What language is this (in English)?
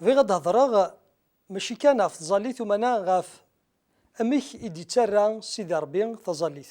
Kabyle